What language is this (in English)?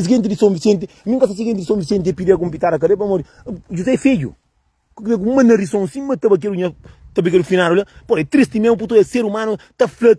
Kabuverdianu